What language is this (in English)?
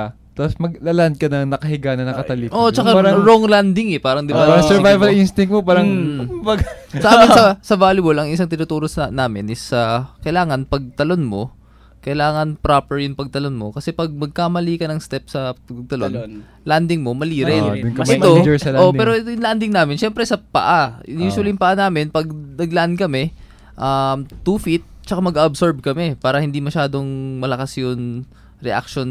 Filipino